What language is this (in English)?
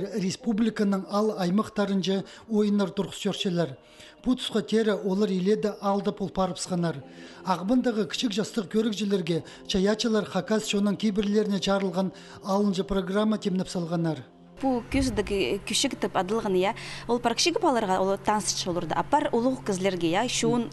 Khakas